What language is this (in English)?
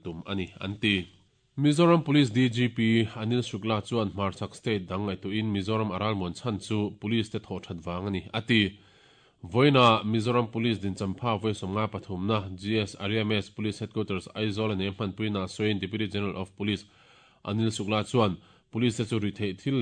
Mizo